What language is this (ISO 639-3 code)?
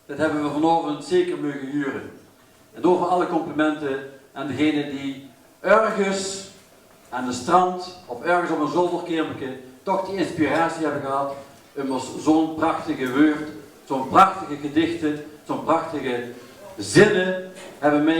lim